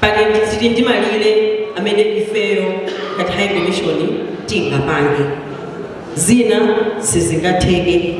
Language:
Nyanja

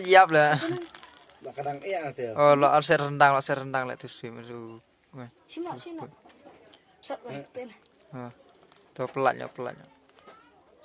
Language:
Khasi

